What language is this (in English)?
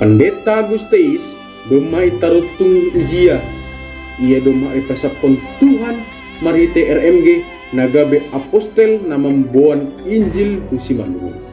Batak Simalungun